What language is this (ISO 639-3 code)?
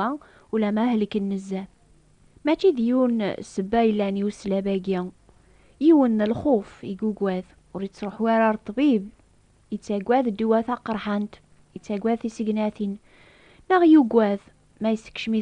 kab